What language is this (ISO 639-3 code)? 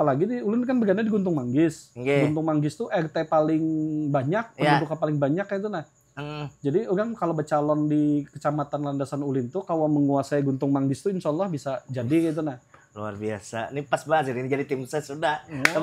bjn